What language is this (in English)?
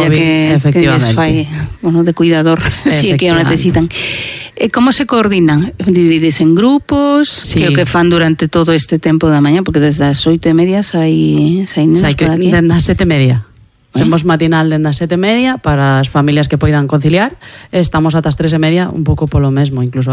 Galician